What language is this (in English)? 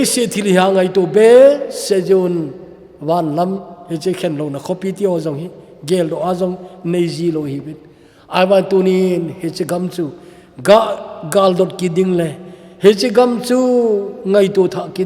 Thado Chin